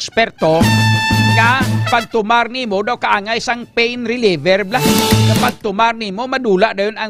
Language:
Hiligaynon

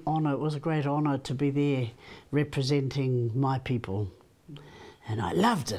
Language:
Māori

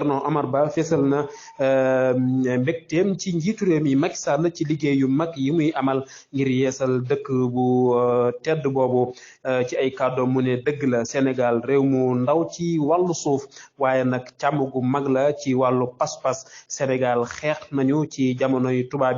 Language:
Wolof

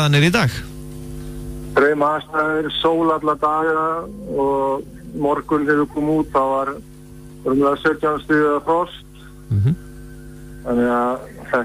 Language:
Icelandic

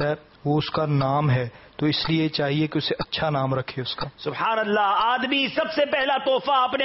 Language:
Urdu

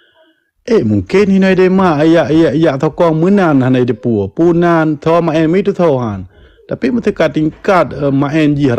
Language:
Achinese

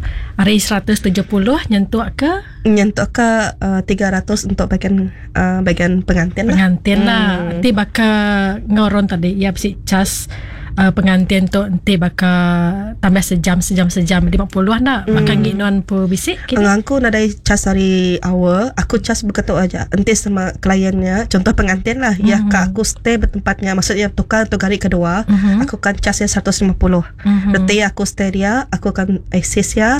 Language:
Iban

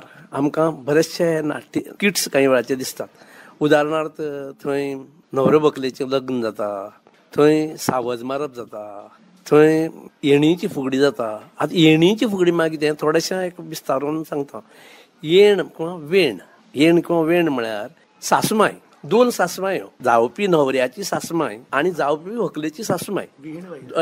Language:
Konkani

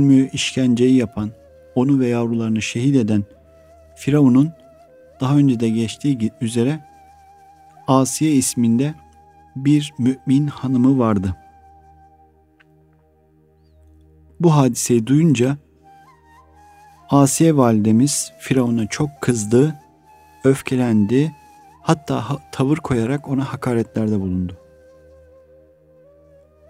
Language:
Turkish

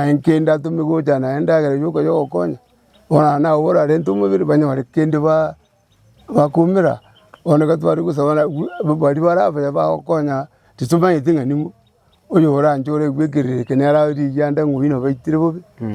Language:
Gusii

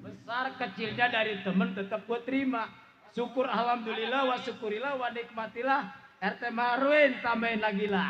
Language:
Betawi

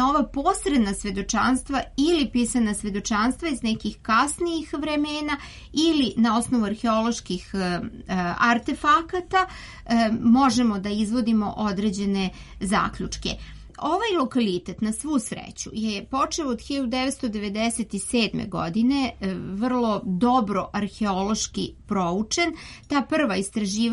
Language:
Serbian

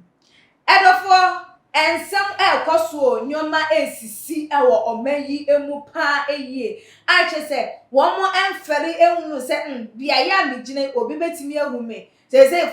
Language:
Akan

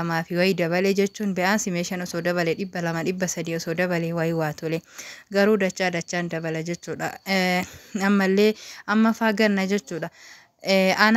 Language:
Oromo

